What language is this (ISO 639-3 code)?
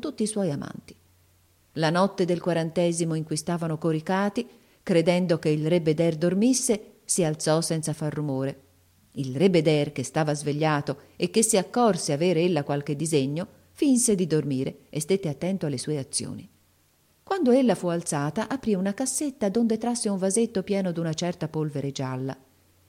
ita